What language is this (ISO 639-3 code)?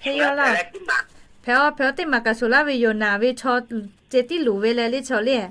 lhu